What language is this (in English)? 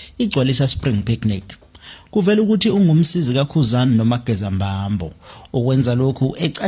Zulu